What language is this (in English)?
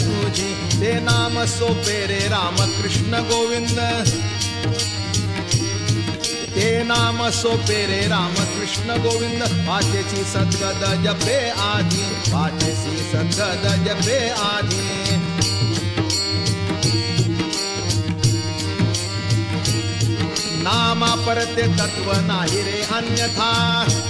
Marathi